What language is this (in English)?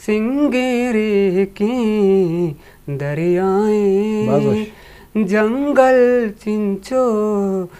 Eastern Balochi